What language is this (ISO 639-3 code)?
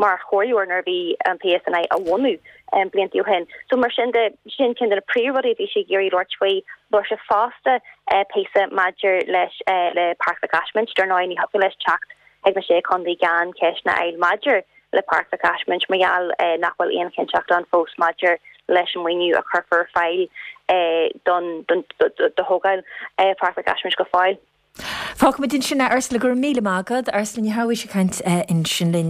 gle